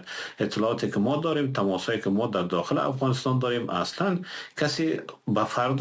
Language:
Persian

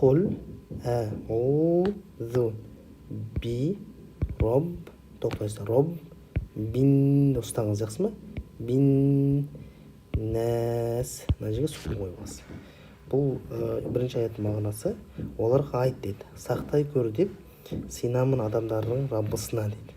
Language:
Kazakh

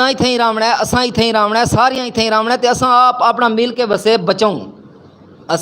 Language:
Western Panjabi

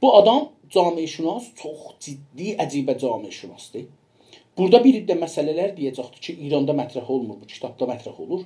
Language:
South Azerbaijani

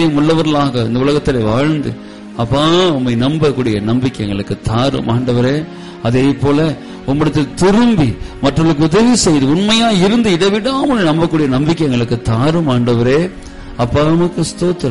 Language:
Tamil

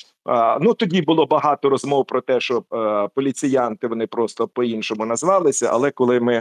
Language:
Ukrainian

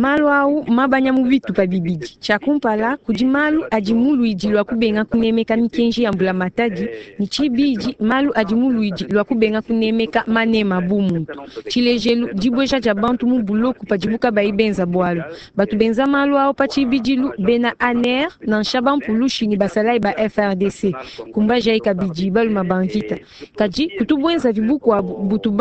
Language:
Luba-Lulua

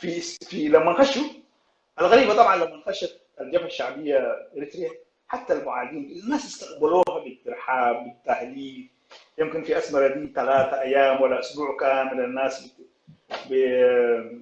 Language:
Sudanese Arabic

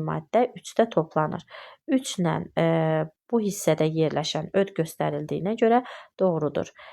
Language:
Azerbaijani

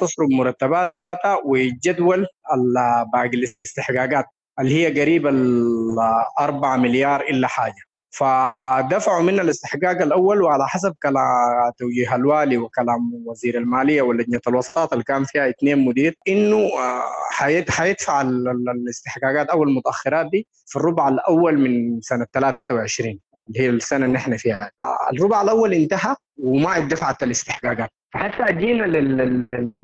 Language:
Sudanese Arabic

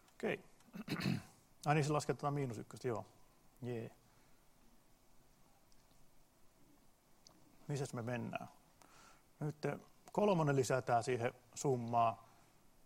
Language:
Finnish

